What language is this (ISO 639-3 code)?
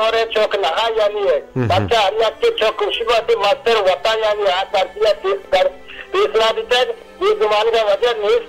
bal